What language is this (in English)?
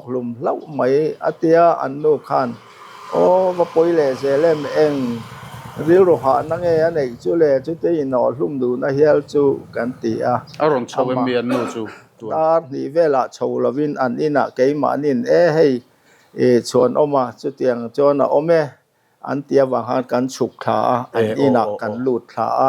Mizo